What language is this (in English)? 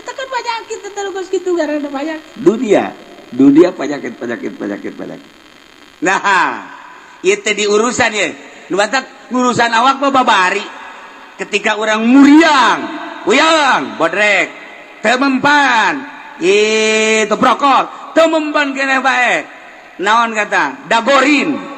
Sundanese